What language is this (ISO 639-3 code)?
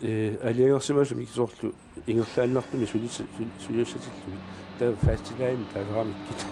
kal